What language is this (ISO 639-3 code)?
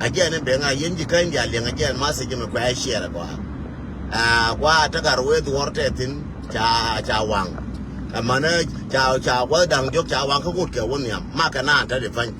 nus